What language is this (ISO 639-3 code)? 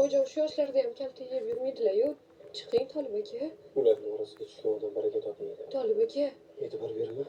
uzb